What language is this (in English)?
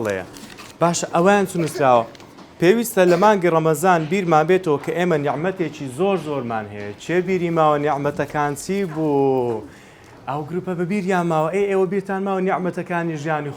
Central Kurdish